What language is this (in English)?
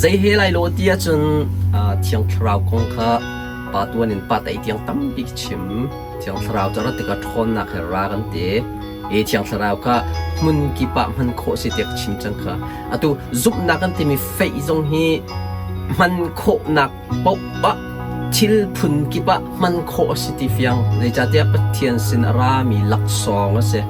Hakha Chin